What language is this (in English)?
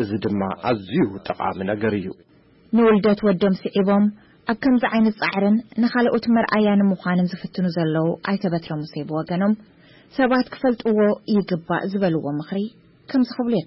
Tigrinya